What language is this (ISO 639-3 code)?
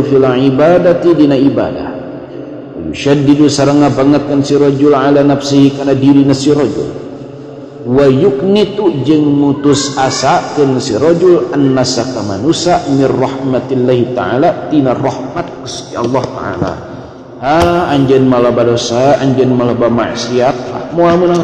sun